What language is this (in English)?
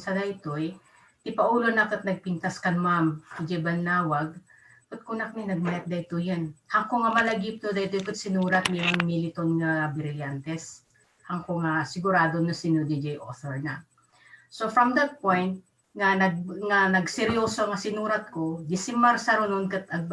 Iloko